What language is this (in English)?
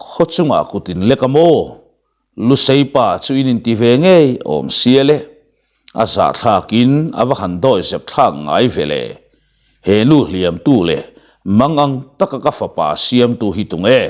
Mizo